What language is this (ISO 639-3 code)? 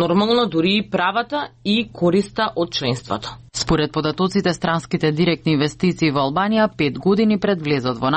mkd